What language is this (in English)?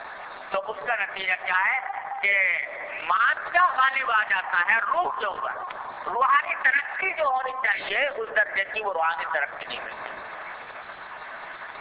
Urdu